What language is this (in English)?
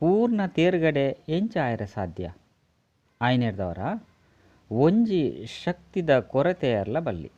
Tulu